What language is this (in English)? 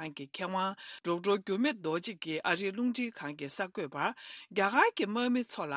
Tibetan